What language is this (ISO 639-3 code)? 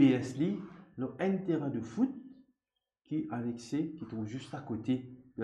mfe